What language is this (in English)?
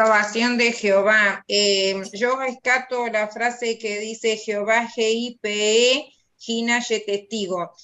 Guarani